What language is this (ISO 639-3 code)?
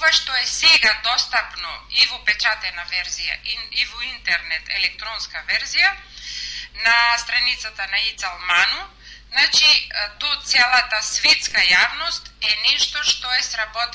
mkd